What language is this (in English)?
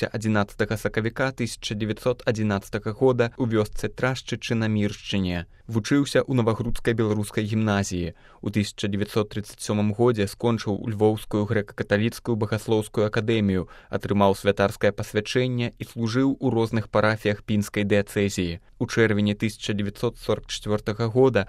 Belarusian